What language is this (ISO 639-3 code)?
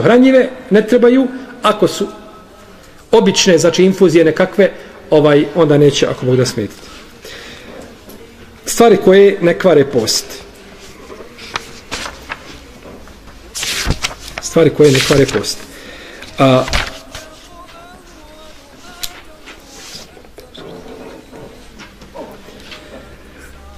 bos